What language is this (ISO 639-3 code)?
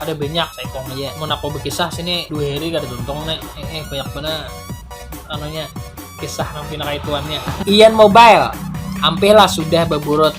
bjn